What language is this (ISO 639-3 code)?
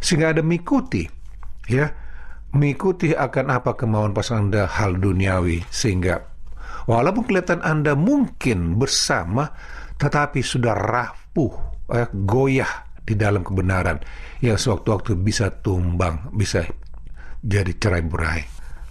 ind